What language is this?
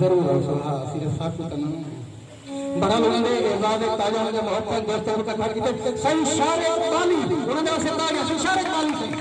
Saraiki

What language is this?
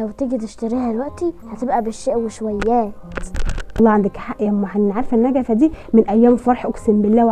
Egyptian Arabic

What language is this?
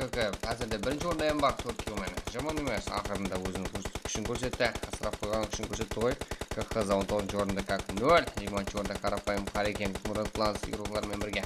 Kara-Kalpak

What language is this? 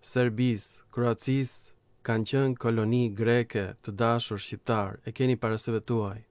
Albanian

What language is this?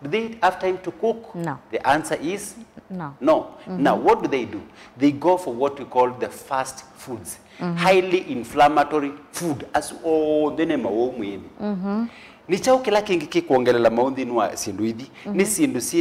Kamba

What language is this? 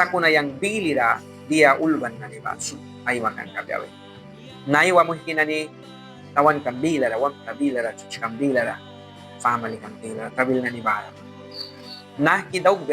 Mískito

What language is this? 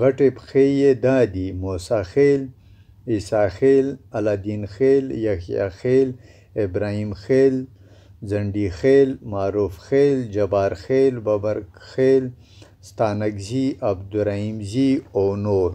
Pashto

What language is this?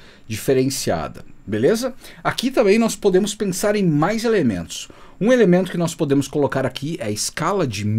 Portuguese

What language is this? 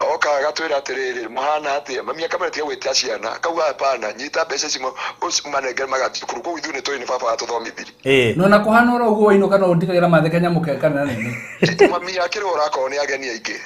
Kikuyu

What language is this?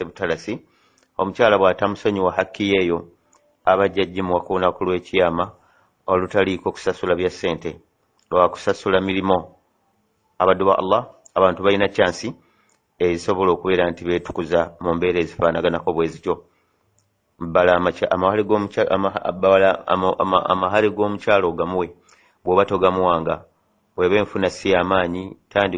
Ganda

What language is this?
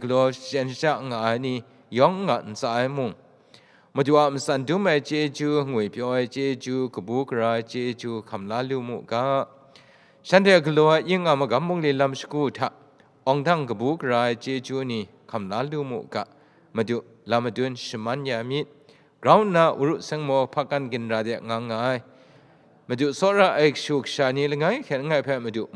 Kachin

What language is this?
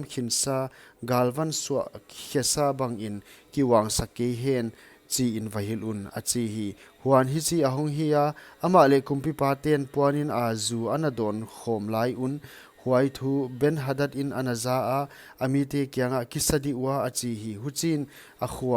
Paite Chin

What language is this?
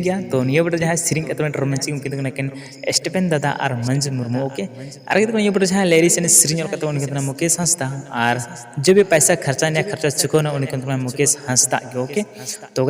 Santali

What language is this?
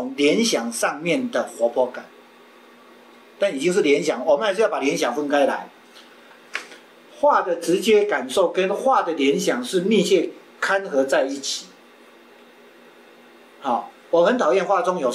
Chinese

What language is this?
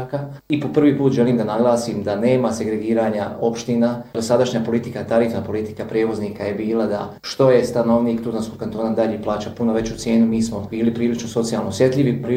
Bosnian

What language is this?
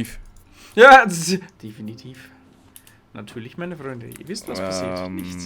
Bavarian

